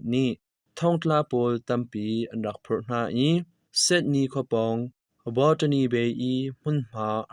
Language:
Hakha Chin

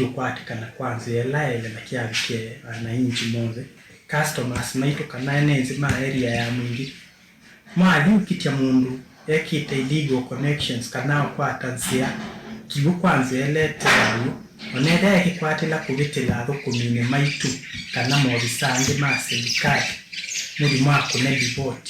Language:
Kamba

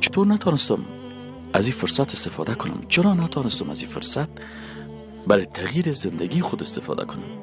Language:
Persian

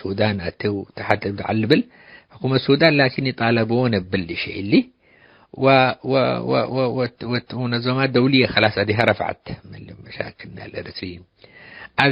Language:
Tigre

